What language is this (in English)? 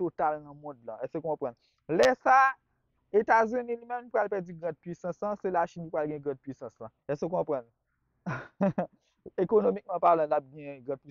Haitian Creole